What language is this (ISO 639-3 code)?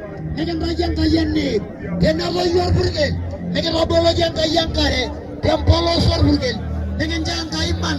mas